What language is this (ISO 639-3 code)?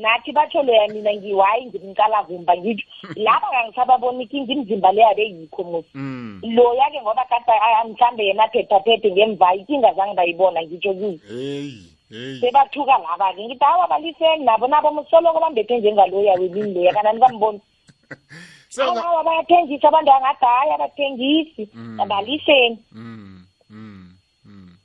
nbl